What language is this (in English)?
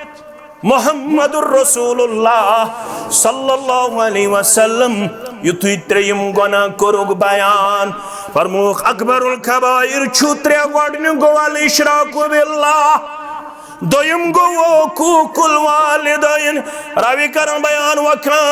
Kashmiri